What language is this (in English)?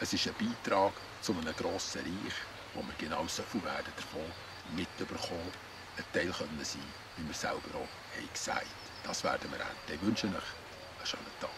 Swiss German